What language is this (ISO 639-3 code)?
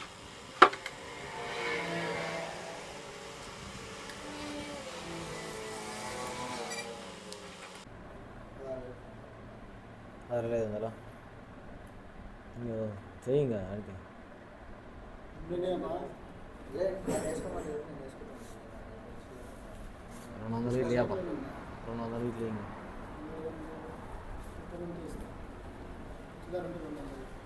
tel